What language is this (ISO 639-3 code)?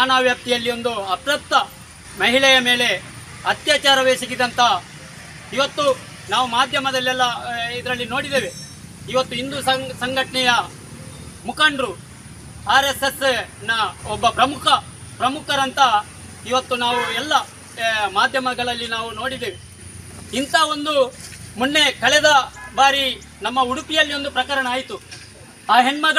kan